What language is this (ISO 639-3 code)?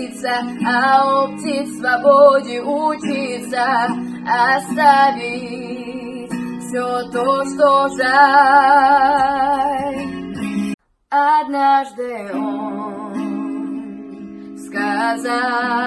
rus